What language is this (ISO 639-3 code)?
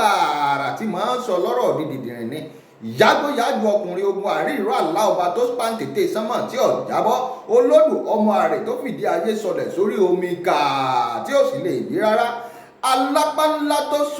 yor